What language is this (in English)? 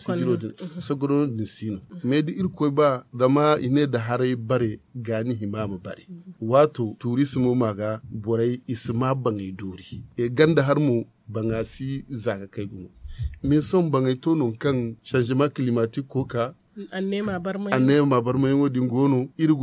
Zarma